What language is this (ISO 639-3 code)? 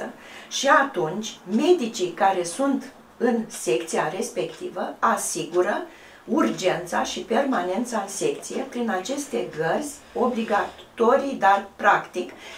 ron